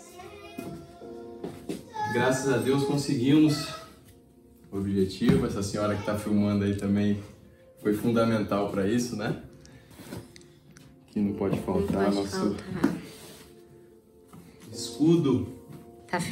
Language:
Portuguese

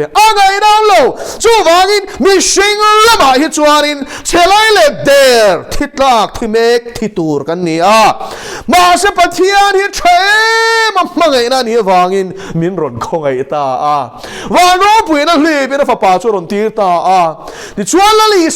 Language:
Mizo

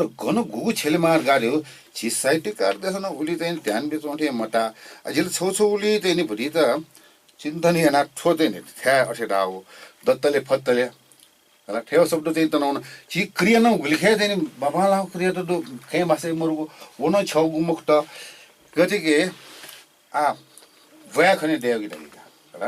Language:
Newari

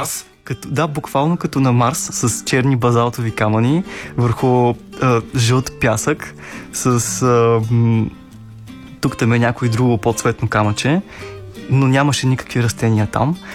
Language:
Bulgarian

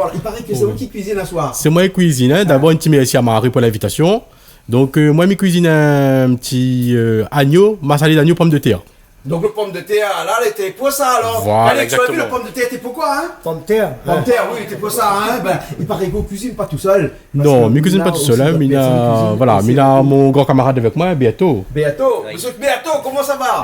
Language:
Réunion Creole French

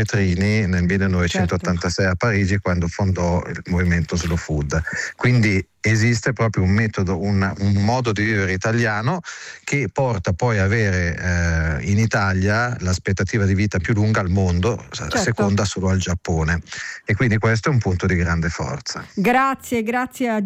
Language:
Italian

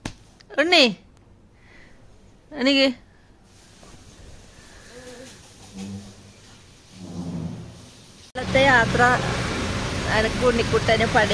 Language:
Malayalam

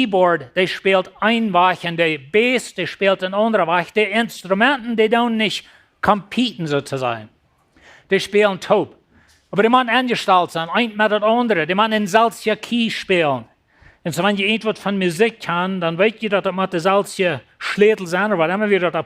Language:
Plautdietsch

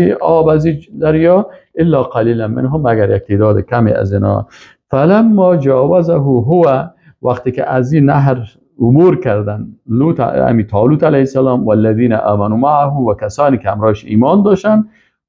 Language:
Persian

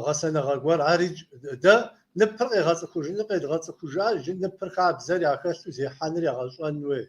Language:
Kabardian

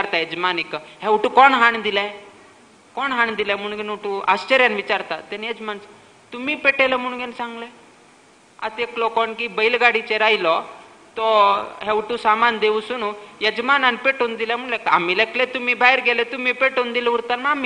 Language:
Konkani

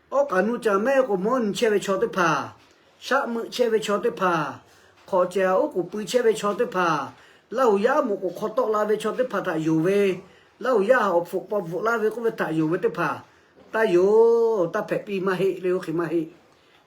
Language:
Lahu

